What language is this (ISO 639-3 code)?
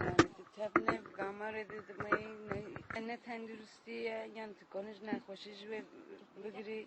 kur